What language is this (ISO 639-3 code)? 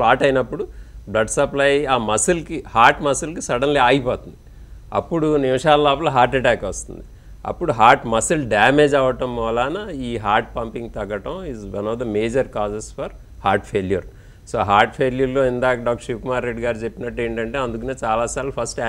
tel